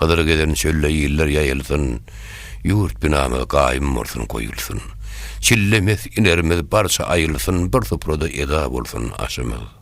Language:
Turkmen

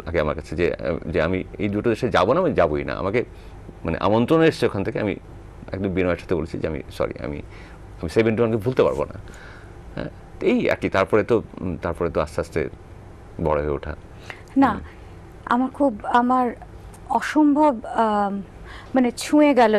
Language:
Bangla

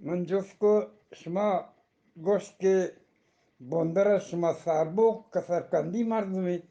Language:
Eastern Balochi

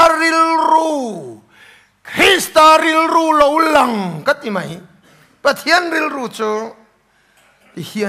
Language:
Mizo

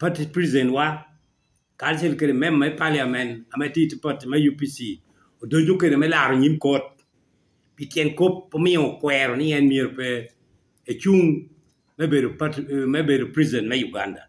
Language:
Lango (Uganda)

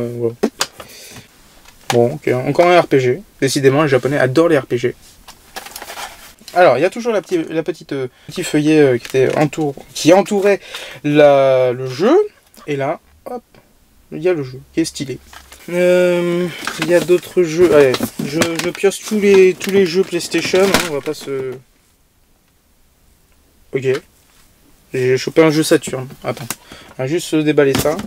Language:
French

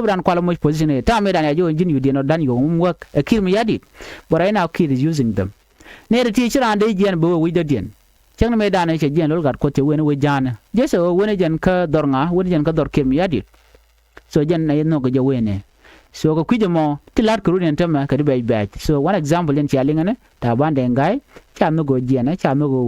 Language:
Nuer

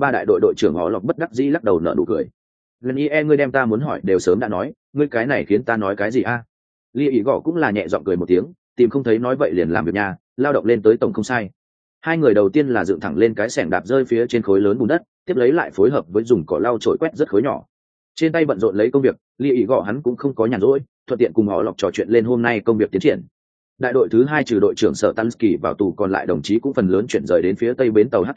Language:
Vietnamese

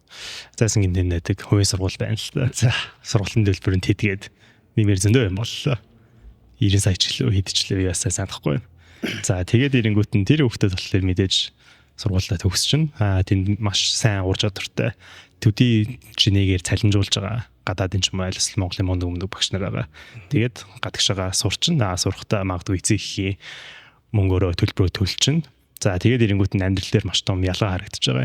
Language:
Mongolian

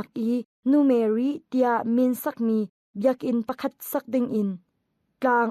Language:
Hakha Chin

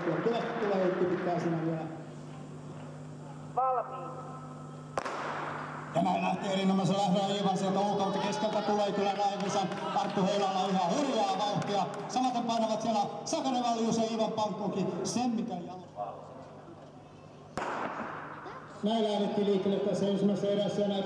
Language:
Finnish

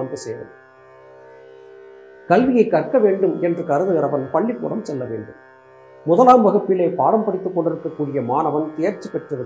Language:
Tamil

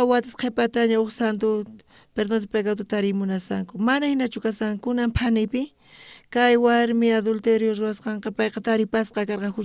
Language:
South Bolivian Quechua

